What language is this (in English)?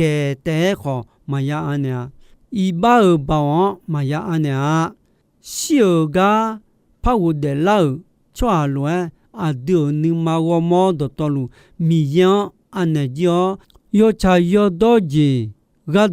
Akha